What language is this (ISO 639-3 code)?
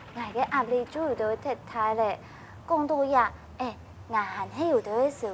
hak